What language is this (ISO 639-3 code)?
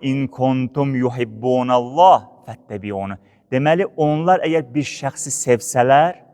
aze